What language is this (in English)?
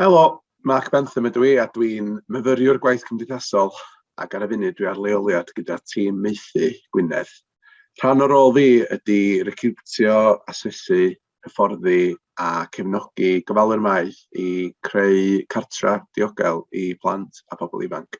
Welsh